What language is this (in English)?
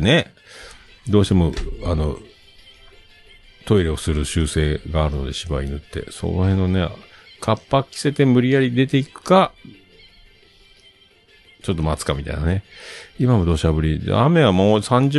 Japanese